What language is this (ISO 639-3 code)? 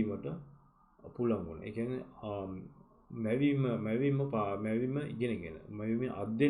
sin